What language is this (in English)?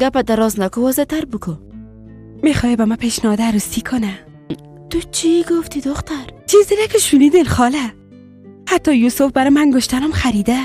Persian